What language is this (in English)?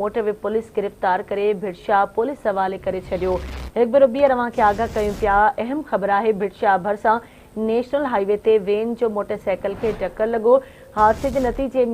Sindhi